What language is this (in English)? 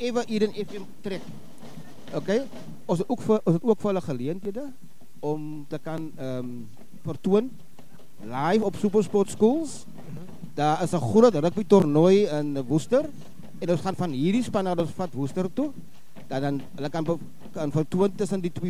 Afrikaans